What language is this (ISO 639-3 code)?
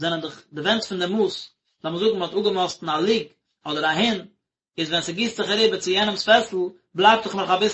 yid